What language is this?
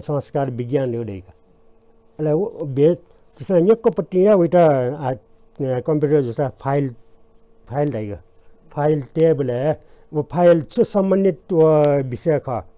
Newari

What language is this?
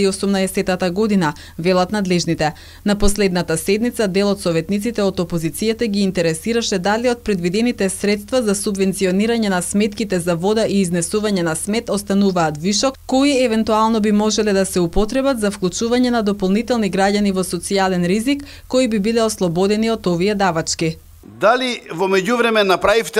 Macedonian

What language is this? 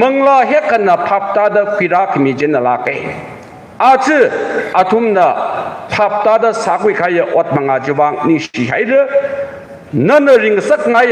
Tangkhul Naga (India)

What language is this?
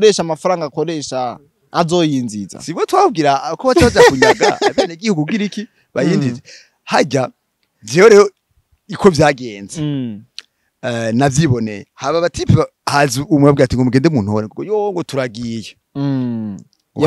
Rundi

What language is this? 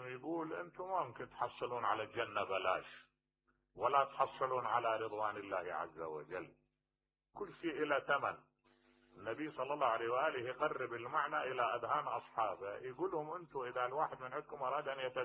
Mesopotamian Arabic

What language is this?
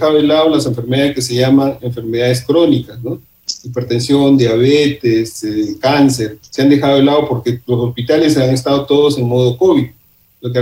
Spanish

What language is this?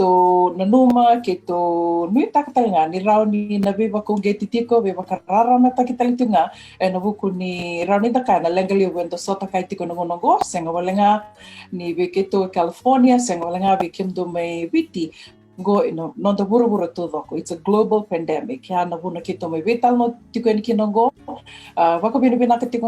Fijian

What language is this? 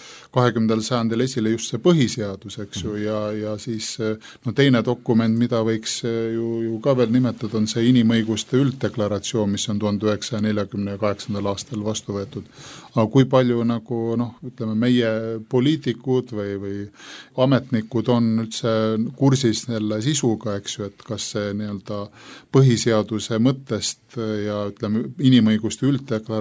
Estonian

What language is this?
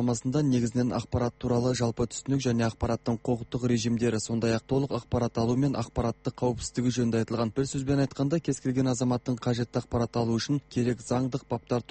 Kazakh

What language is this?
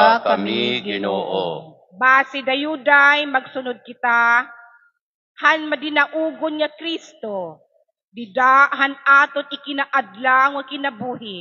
Waray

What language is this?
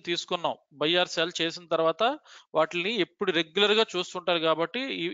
Telugu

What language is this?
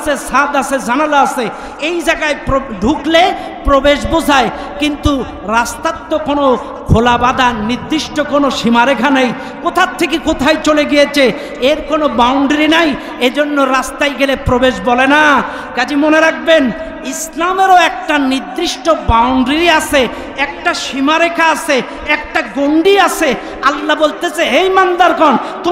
Bangla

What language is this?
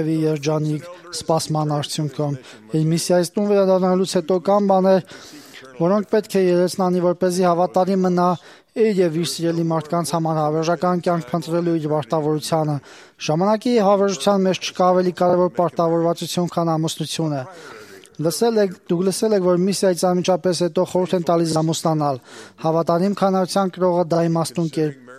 Armenian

